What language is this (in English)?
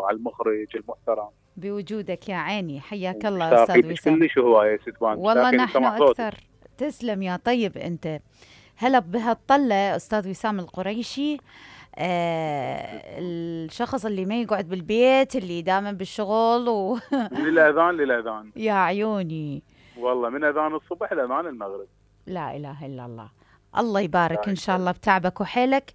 Mesopotamian Arabic